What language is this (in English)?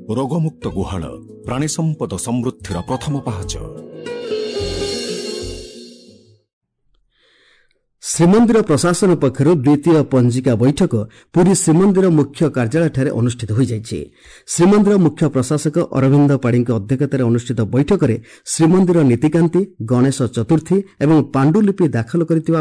Odia